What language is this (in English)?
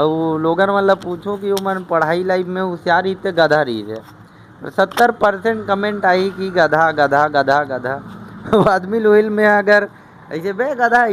Chhattisgarhi